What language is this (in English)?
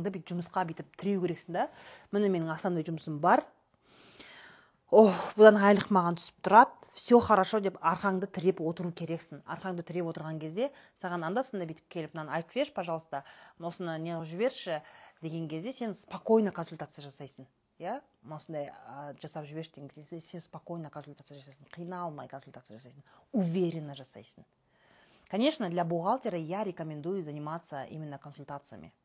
Kazakh